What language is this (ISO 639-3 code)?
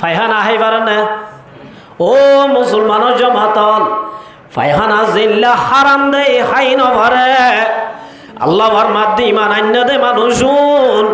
rhg